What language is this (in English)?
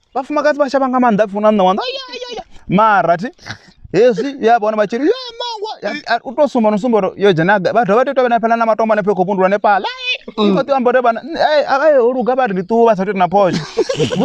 Venda